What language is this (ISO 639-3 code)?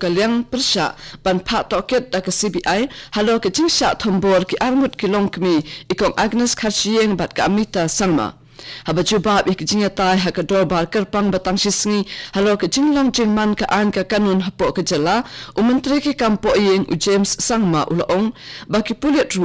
kha